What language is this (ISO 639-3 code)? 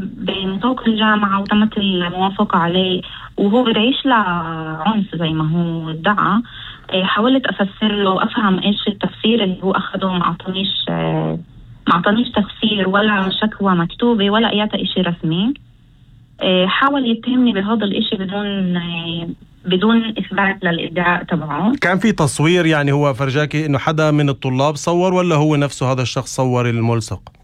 apc